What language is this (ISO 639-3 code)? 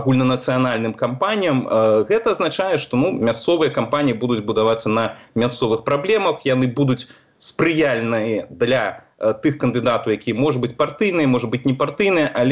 bel